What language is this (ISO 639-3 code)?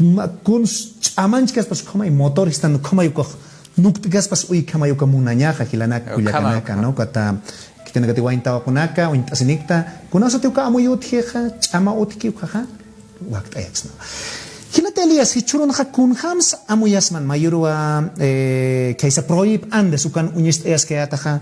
aym